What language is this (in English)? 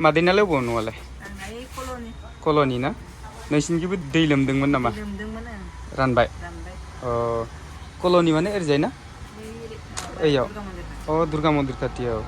Bodo